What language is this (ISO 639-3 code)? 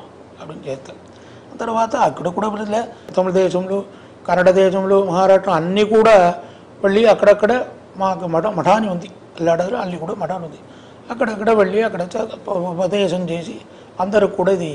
tel